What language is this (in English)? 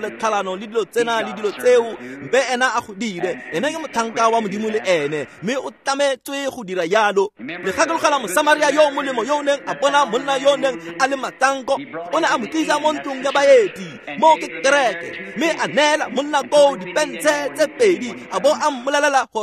Tswana